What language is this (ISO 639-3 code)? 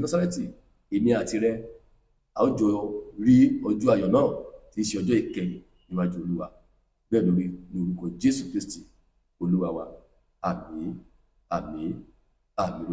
yor